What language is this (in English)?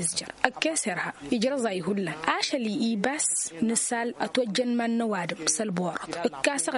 Tamasheq